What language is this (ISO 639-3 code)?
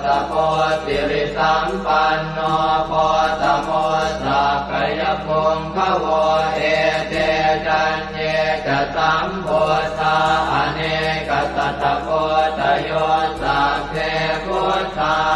pli